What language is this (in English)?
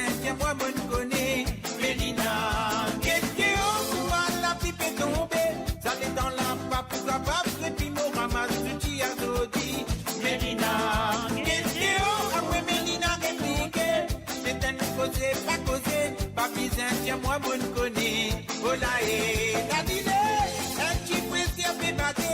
Morisyen